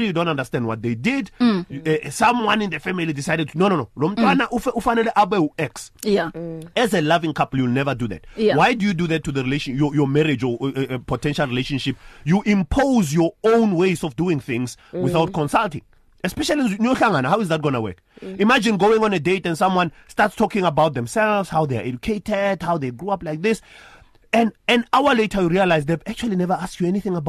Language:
English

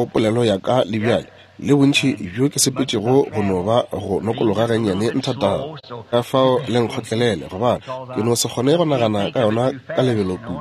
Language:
Northern Sotho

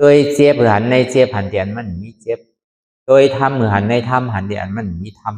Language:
Shan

